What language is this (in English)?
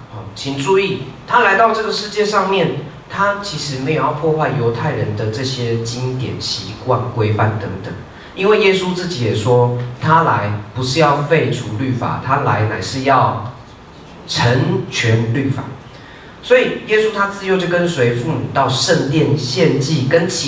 Chinese